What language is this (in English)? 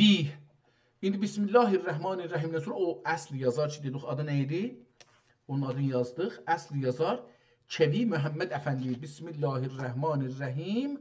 South Azerbaijani